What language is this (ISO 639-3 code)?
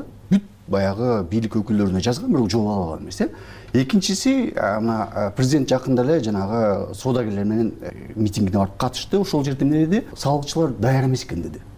kir